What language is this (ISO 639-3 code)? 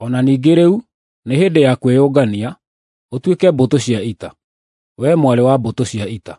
kik